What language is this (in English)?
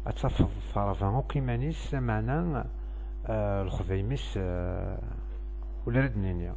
Kabyle